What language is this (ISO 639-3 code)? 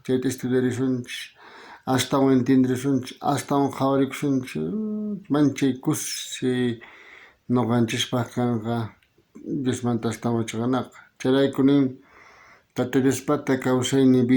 quh